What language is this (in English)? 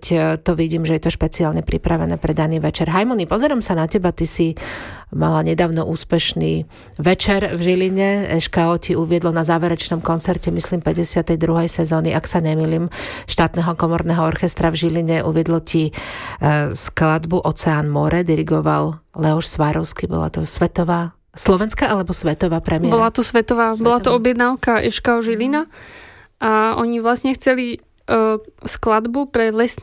Slovak